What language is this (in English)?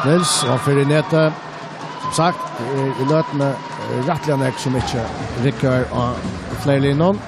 Faroese